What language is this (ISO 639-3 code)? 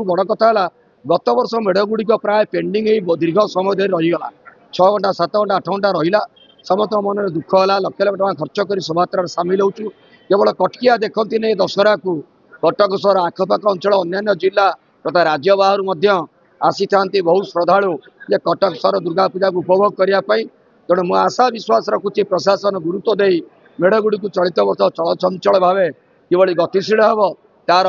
ori